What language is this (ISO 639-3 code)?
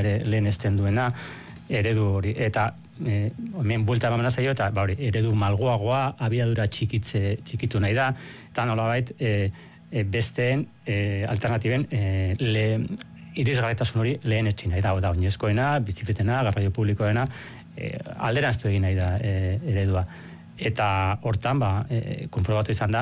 eus